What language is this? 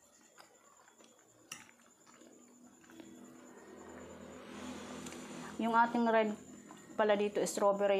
Filipino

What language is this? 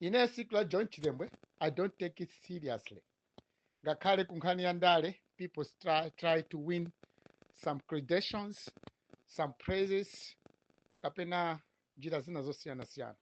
Nyanja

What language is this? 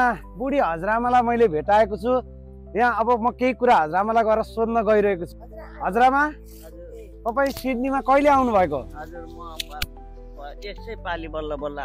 Nepali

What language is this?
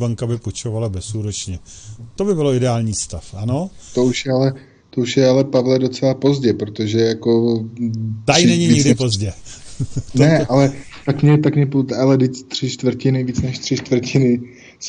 Czech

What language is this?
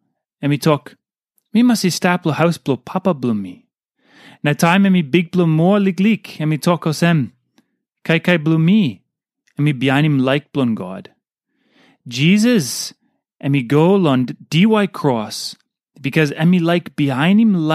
Tok Pisin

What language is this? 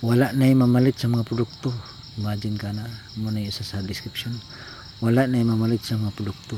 Cebuano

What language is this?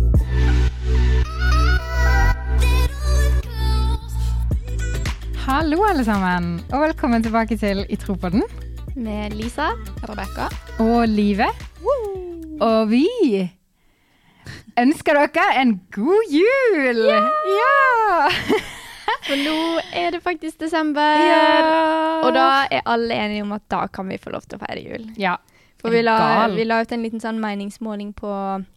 Norwegian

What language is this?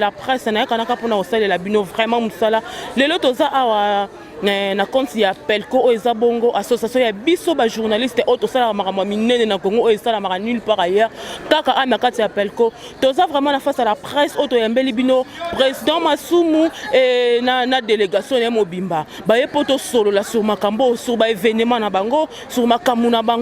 Lingala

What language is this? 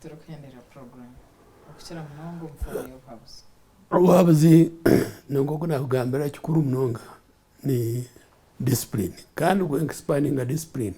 Nyankole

